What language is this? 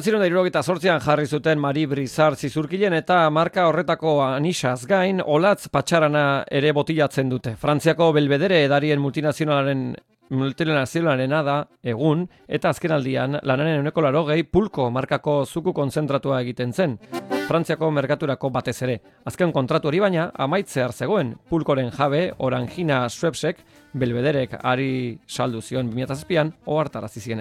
Basque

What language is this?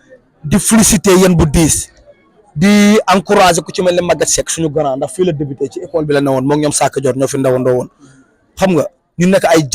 Wolof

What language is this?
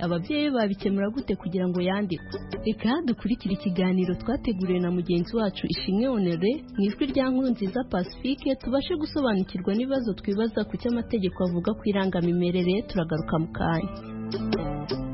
Kinyarwanda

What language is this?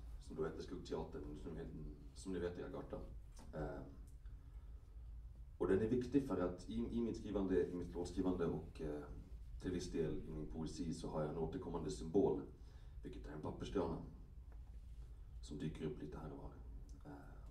Swedish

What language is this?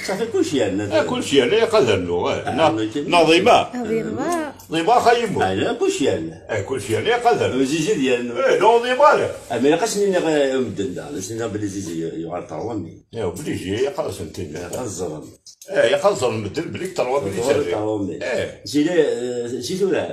Kabyle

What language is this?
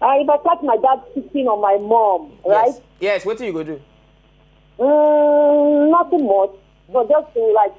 Nigerian Pidgin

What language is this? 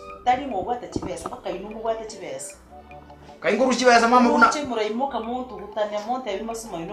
Gusii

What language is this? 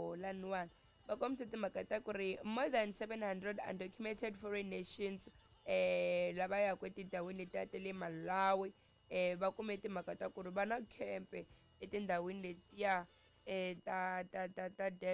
Tsonga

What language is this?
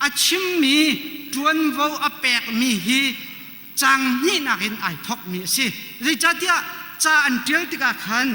Hakha Chin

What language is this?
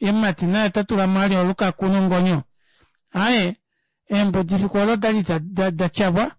Kuanyama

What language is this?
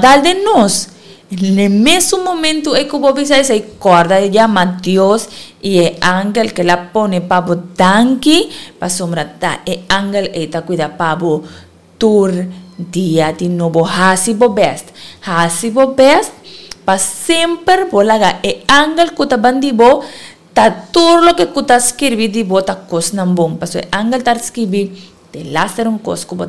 Papiamento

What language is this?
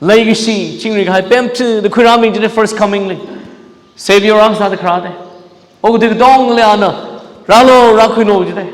Tangkhul Naga (India)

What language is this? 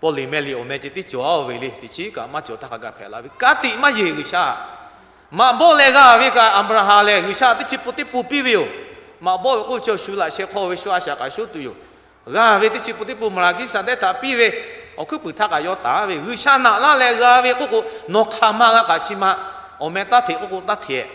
Lahu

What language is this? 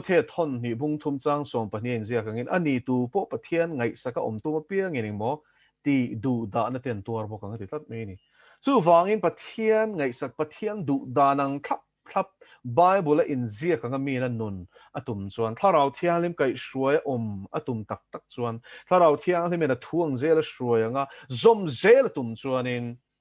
Mizo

